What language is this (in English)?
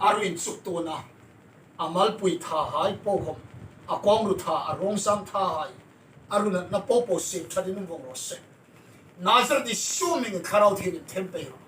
Hmar